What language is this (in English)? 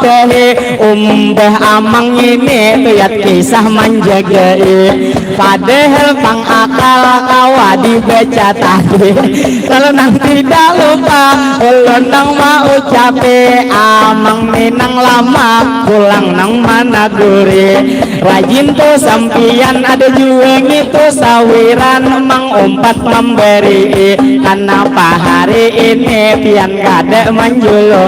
Banjar